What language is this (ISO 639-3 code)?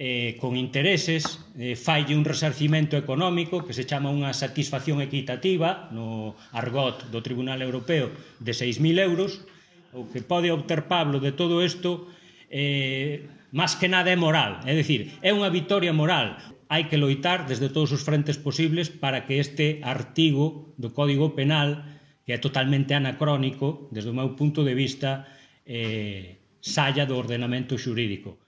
glg